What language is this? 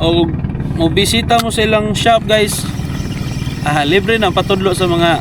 Cebuano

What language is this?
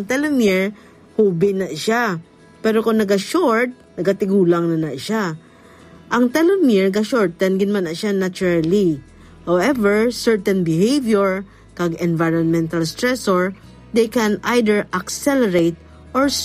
Hiligaynon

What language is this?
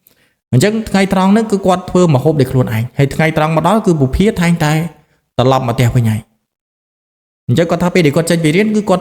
Khmer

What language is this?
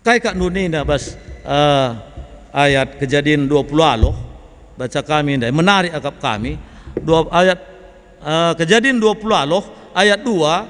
Batak Karo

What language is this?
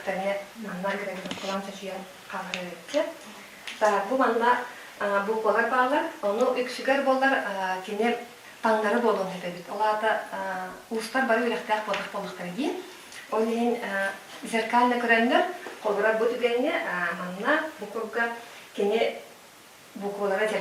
Yakut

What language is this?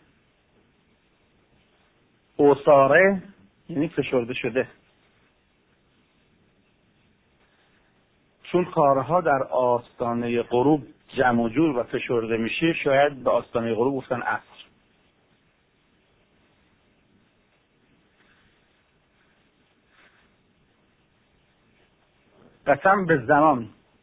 Persian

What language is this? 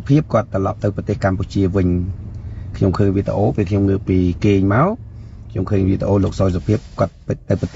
Khmer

